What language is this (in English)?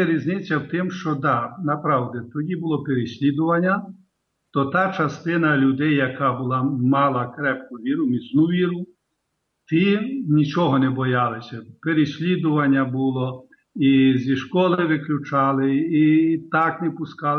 Ukrainian